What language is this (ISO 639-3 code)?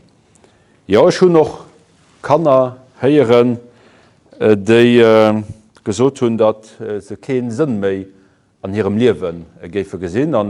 ltz